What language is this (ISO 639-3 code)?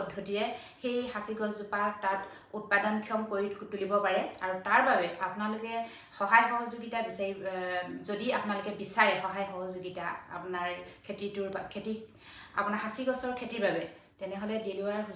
asm